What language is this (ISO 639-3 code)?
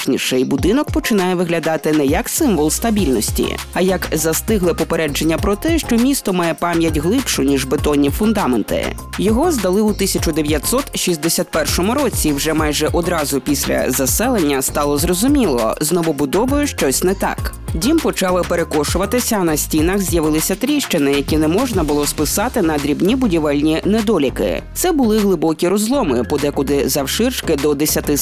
ukr